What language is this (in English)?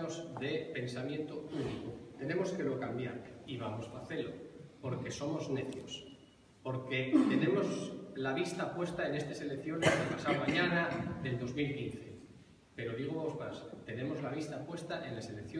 Asturian